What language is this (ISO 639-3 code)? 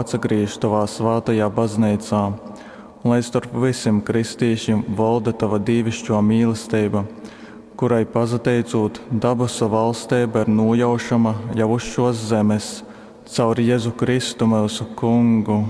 ltg